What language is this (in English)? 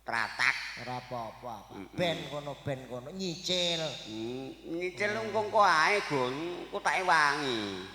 Javanese